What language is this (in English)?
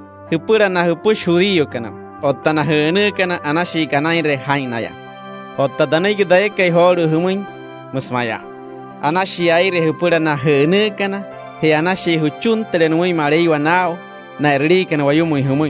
Wayuu